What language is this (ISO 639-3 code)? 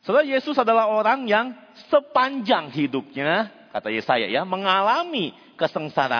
ind